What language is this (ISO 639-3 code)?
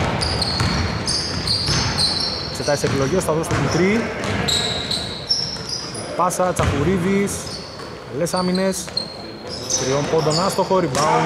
ell